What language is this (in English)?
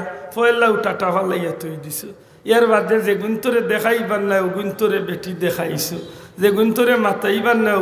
Sylheti